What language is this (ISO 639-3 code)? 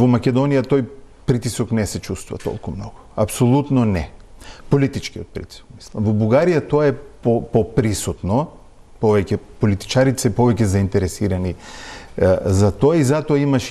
mkd